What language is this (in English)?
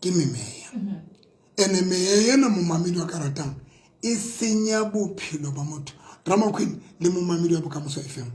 Southern Sotho